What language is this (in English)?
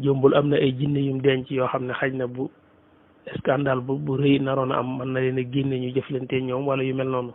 Wolof